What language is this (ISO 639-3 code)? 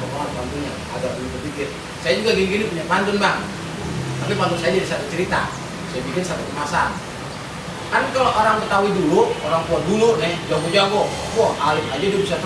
bew